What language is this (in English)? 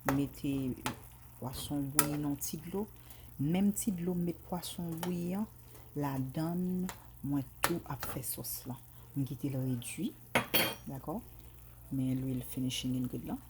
Haitian Creole